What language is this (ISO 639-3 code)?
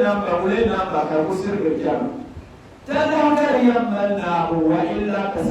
dag